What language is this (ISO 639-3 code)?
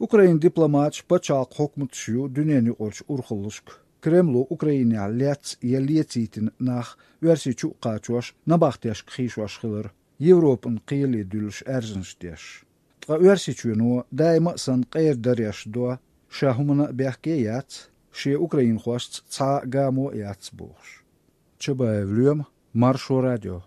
che